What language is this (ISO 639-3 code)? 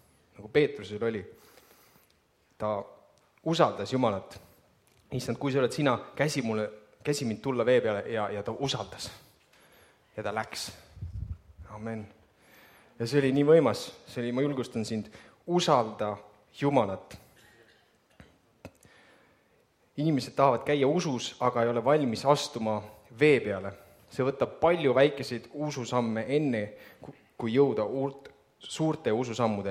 est